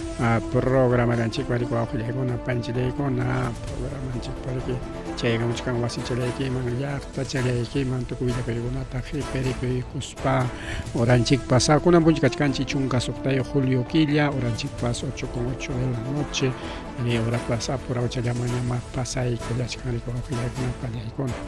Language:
Ayacucho Quechua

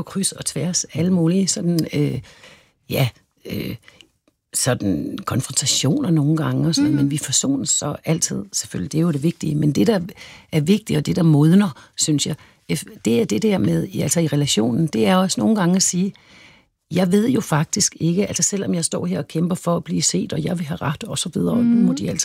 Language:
Danish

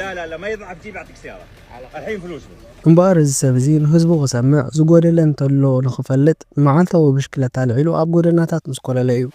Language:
Tigrinya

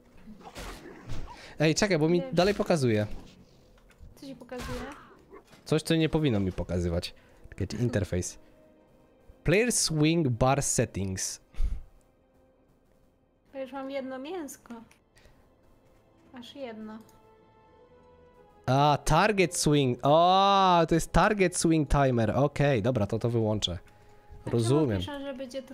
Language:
Polish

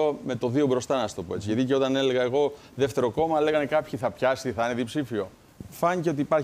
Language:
Greek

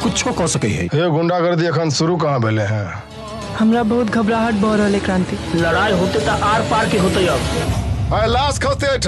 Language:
Maithili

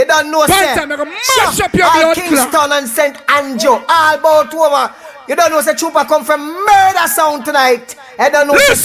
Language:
Jamaican Creole English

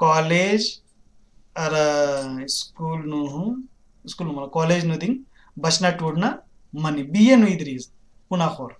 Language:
Kurukh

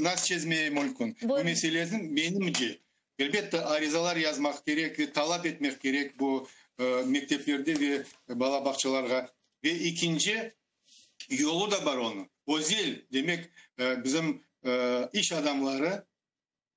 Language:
Crimean Tatar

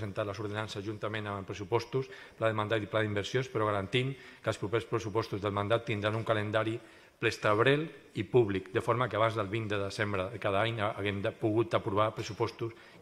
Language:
Catalan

